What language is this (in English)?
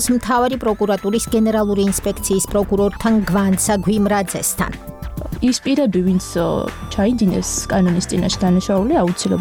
Georgian